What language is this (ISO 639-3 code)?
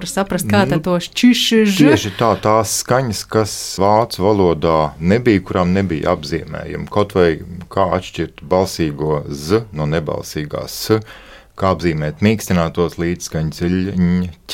lav